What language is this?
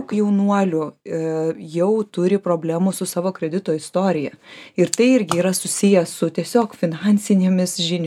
Lithuanian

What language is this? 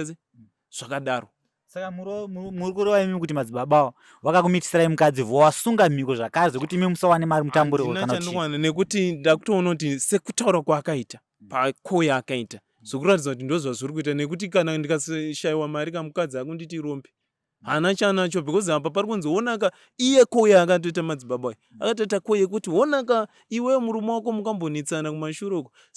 Shona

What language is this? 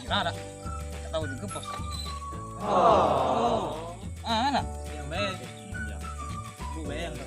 Musi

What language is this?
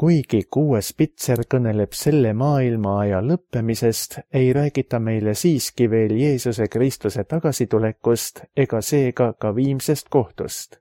Estonian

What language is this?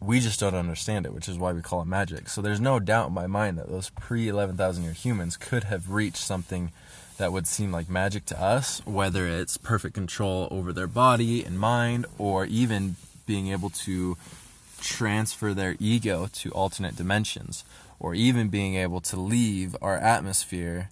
English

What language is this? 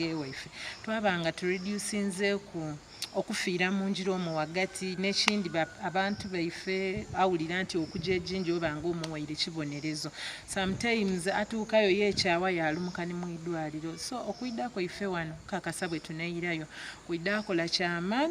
Soga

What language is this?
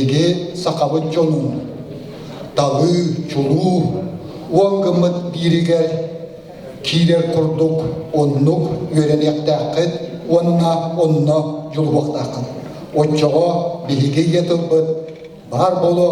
Yakut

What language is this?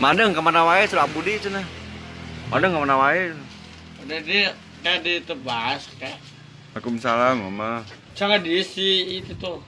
Sundanese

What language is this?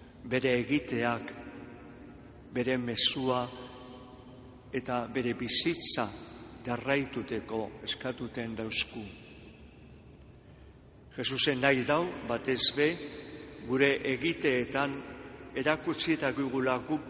Basque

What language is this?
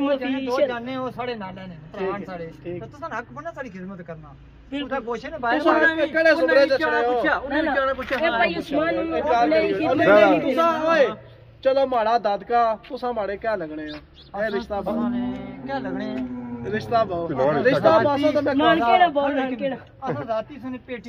Pahari-Potwari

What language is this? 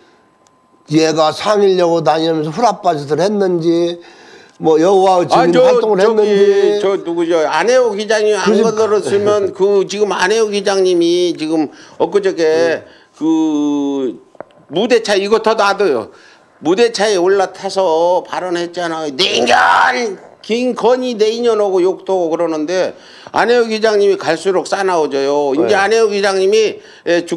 Korean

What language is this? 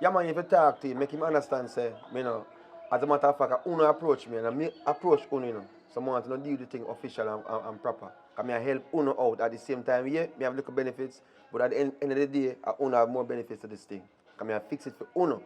Jamaican Creole English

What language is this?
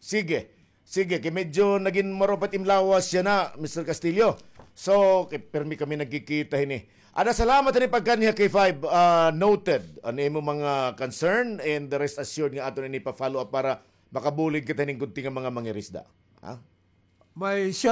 Waray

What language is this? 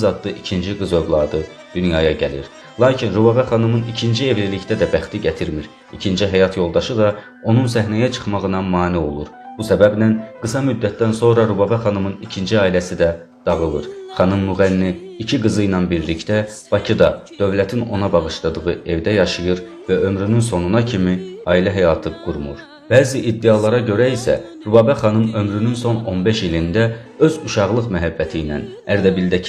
South Azerbaijani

